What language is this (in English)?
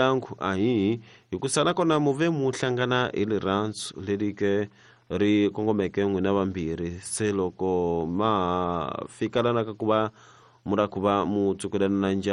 Tsonga